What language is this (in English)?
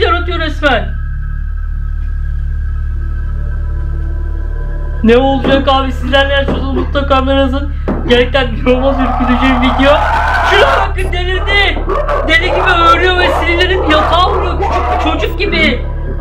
Turkish